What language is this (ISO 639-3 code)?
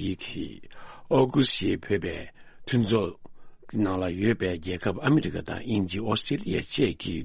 bod